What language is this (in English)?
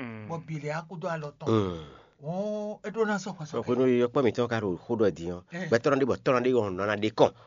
Fon